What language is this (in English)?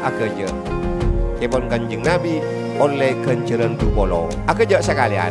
Madurese